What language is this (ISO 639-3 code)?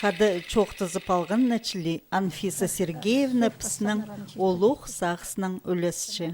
kjh